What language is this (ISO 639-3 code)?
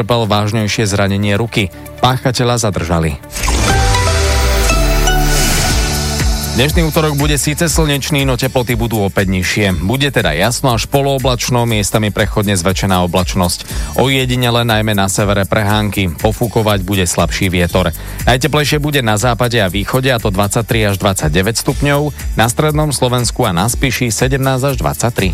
slk